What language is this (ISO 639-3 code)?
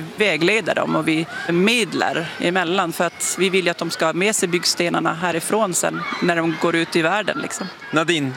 swe